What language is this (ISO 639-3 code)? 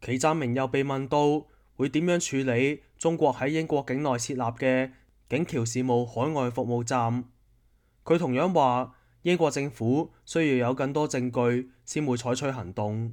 yue